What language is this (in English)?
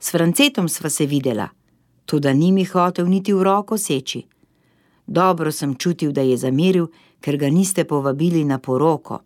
Slovenian